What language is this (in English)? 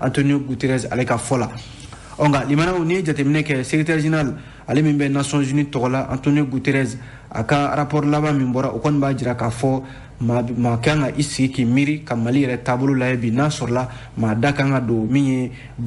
Bambara